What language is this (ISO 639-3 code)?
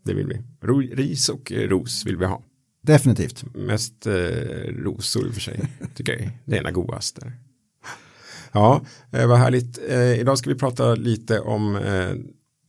swe